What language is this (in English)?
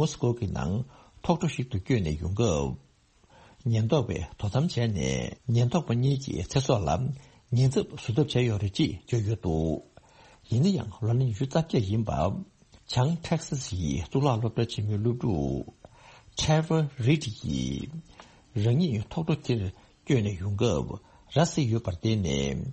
Tibetan